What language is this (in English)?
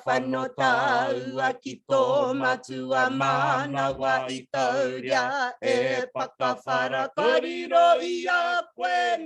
Māori